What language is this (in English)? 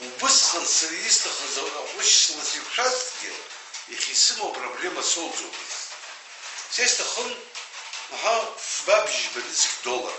Abkhazian